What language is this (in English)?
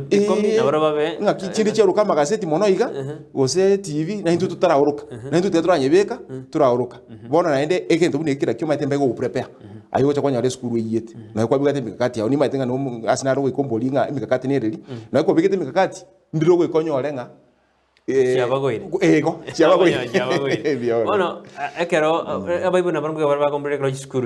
Gusii